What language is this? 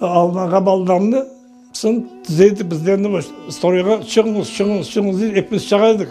Crimean Tatar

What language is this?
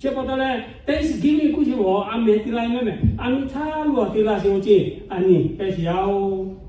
Lahu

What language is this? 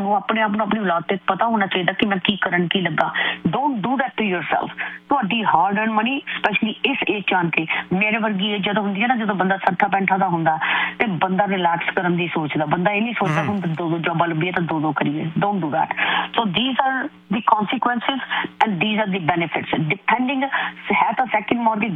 Punjabi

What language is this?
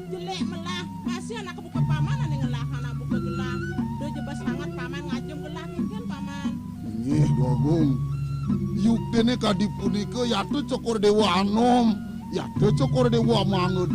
Balinese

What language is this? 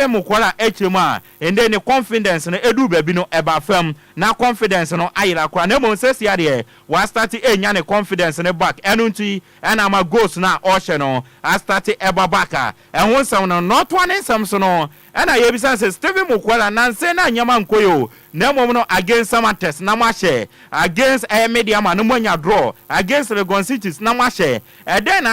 Akan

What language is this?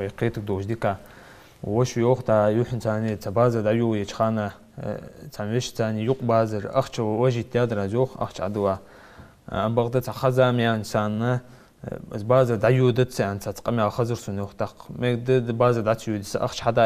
Ingush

